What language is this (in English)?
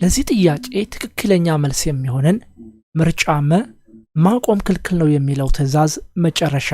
Amharic